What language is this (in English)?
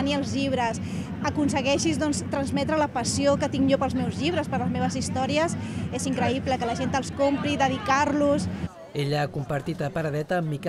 Catalan